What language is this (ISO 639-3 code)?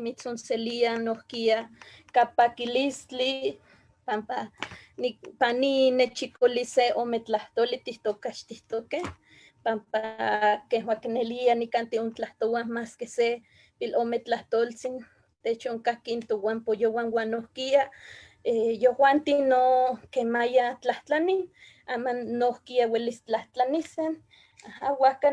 nhe